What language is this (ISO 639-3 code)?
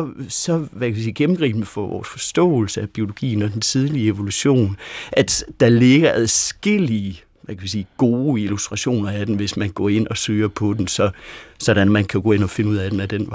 dan